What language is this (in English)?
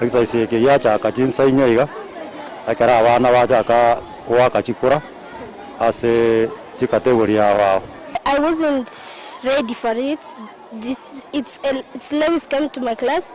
Gusii